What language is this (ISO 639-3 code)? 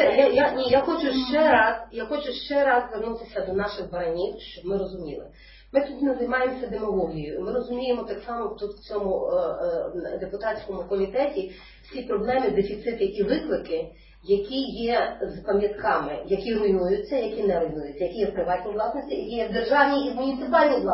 ukr